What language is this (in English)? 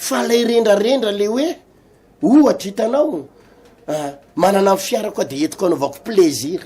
Malagasy